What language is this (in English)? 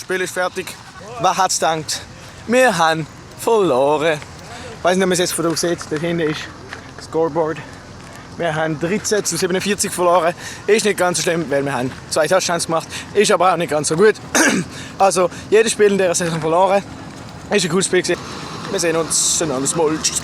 Swiss German